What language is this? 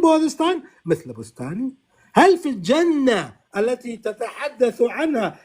North Levantine Arabic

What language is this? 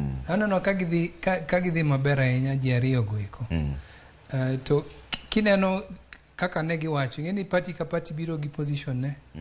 Luo (Kenya and Tanzania)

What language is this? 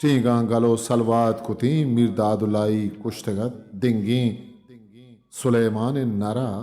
Eastern Balochi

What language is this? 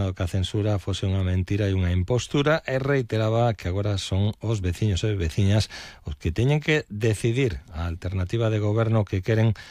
Galician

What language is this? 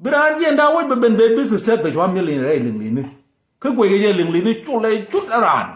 Nuer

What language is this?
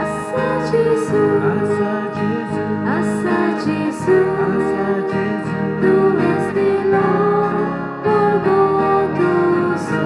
Konkani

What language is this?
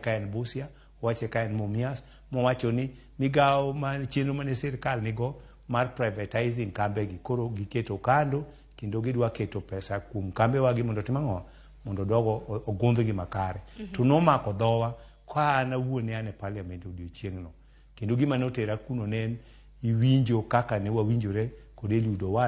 Luo (Kenya and Tanzania)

